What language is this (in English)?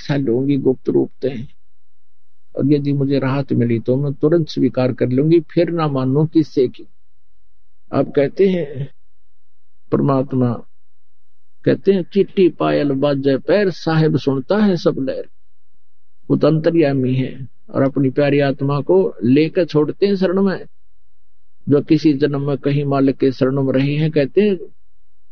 Hindi